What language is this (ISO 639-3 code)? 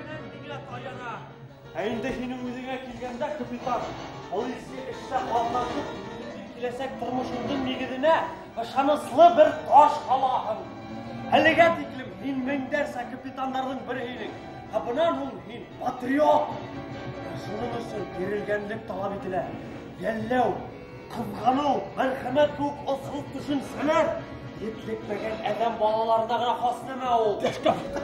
bak